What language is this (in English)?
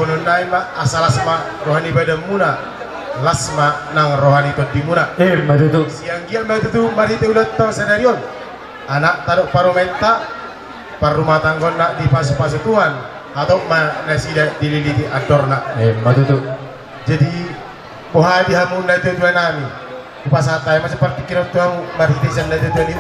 Batak Toba